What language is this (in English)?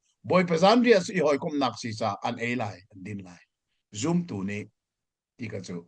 Hakha Chin